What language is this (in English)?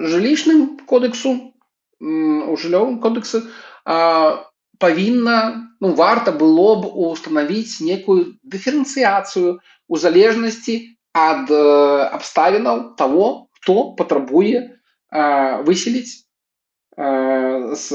Belarusian